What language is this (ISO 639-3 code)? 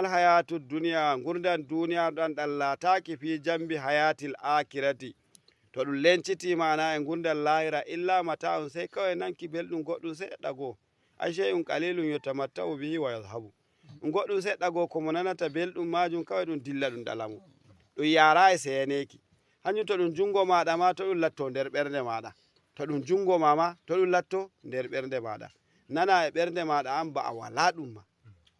ful